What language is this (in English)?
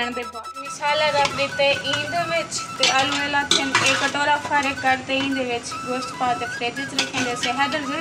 Saraiki